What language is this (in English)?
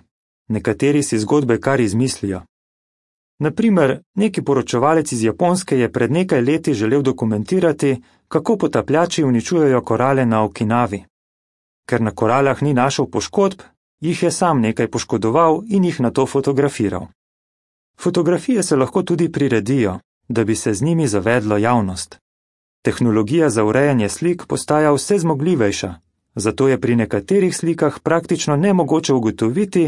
Slovenian